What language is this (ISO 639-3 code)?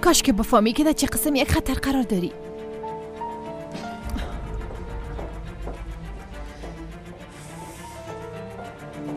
fas